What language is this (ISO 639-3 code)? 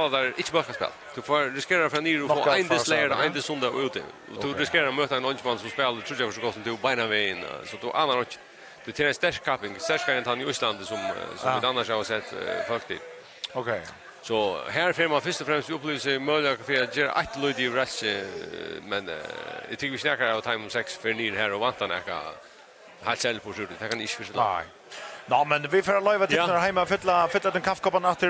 fao